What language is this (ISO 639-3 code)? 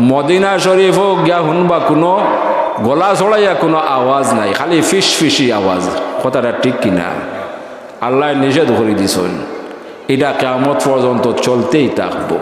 syl